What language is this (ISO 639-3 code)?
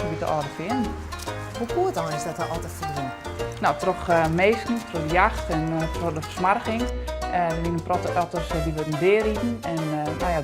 fry